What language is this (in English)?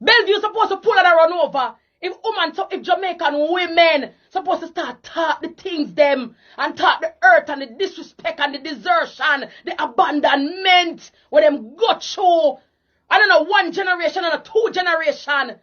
Jamaican Creole English